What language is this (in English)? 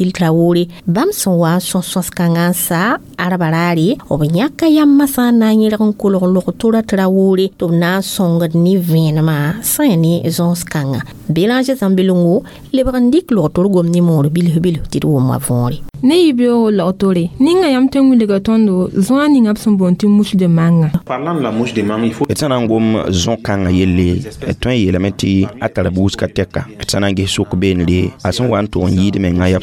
Mossi